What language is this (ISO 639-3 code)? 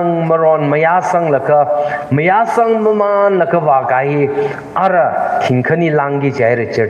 nmf